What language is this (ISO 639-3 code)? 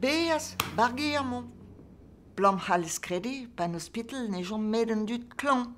bre